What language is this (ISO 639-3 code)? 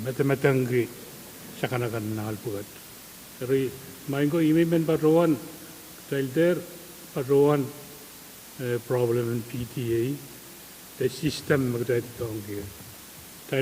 pon